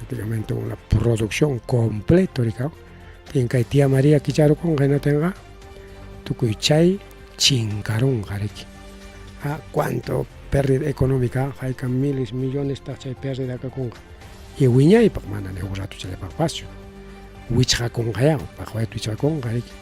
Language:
Ayacucho Quechua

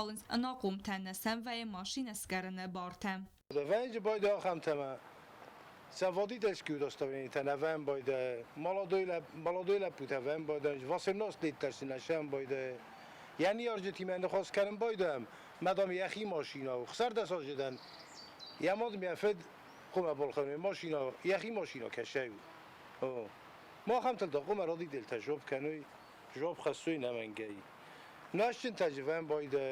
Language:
Ossetic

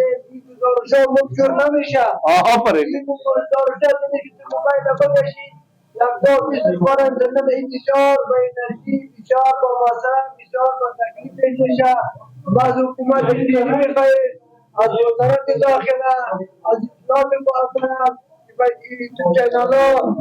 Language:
Persian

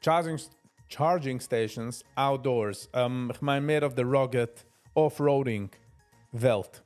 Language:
Yiddish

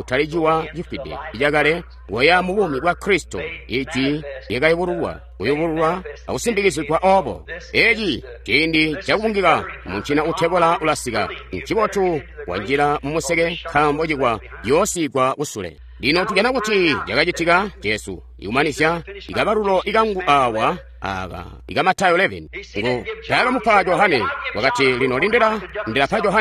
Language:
Tonga (Zambia)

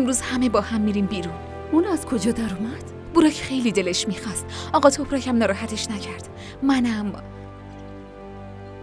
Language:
Persian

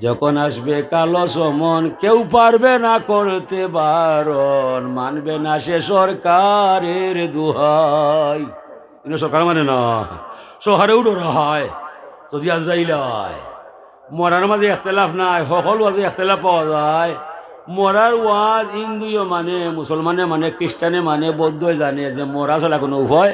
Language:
Sylheti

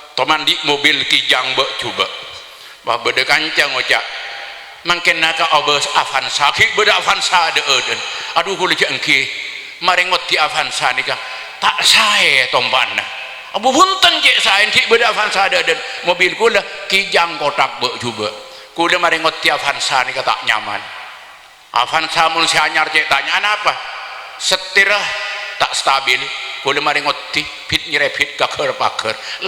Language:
Madurese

